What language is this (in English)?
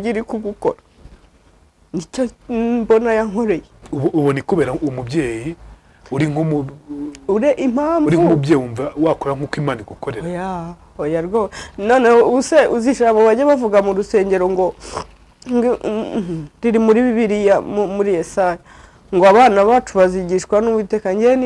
Kinyarwanda